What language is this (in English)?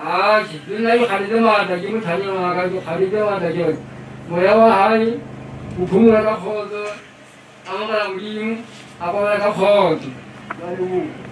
Southern Sotho